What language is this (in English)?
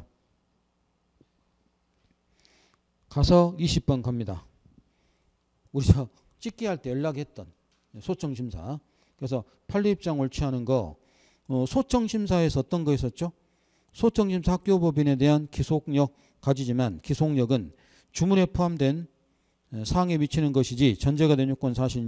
Korean